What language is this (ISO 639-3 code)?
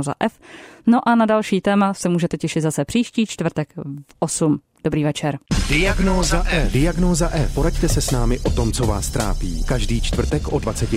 ces